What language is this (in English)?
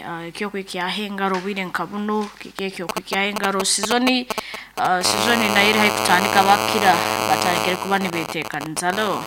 Nyoro